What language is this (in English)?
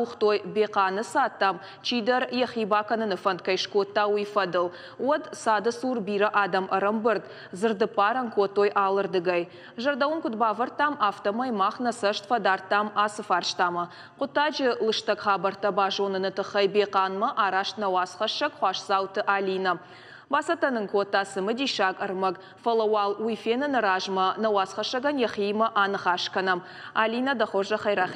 Ossetic